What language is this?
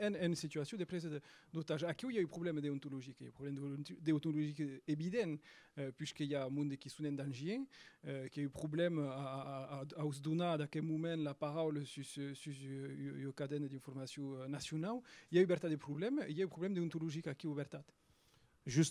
Occitan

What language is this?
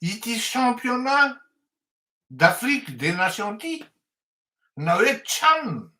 Malagasy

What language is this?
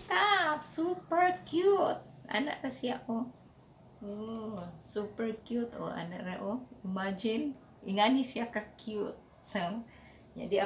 Cebuano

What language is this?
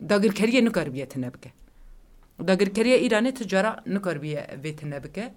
Kurdish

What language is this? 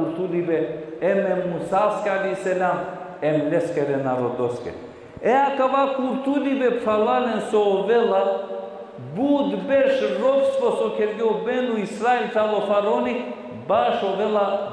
Balkan Romani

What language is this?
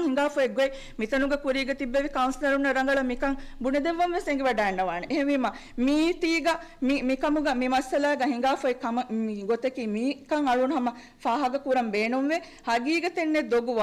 Divehi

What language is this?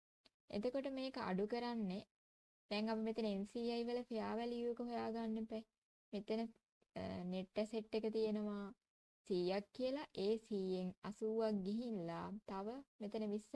Sinhala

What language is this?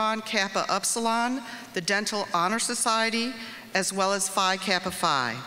English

